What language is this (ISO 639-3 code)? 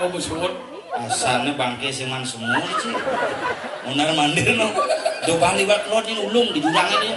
ban